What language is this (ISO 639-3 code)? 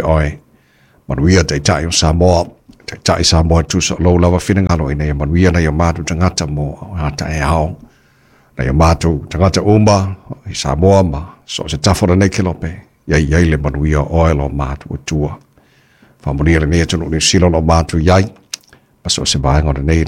smo